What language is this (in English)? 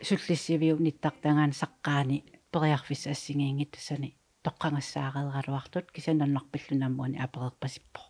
Kalaallisut